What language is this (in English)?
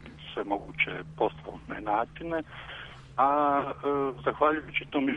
Croatian